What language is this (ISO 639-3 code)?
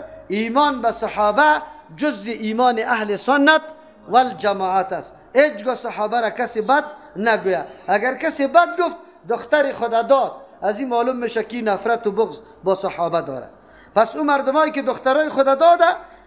fas